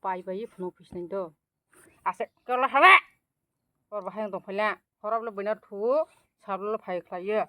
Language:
Kok Borok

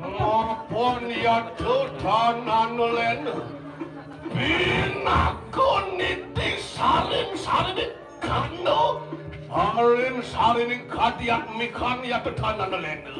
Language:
Balinese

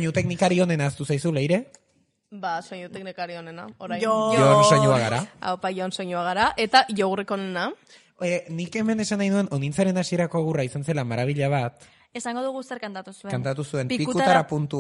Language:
Basque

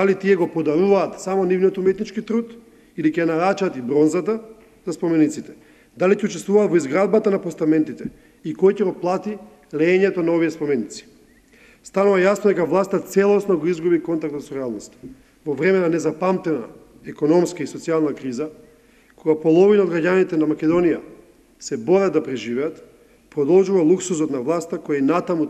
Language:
Macedonian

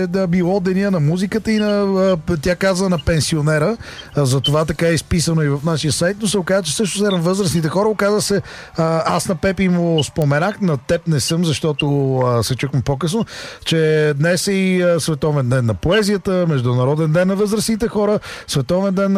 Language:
Bulgarian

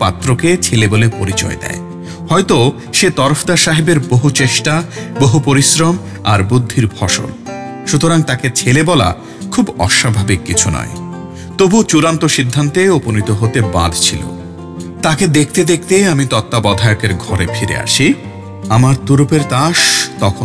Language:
Bangla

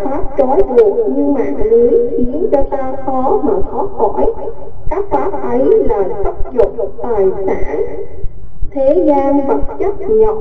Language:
Vietnamese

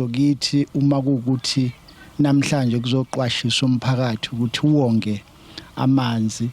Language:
Zulu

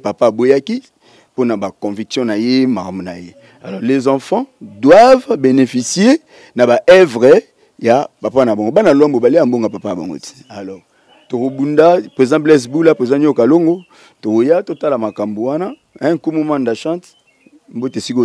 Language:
Lingala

